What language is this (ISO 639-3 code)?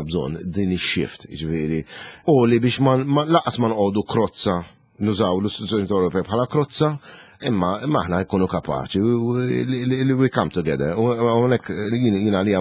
mlt